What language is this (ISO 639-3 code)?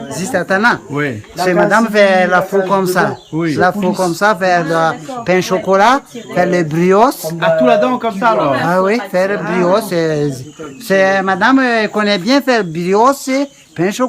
rcf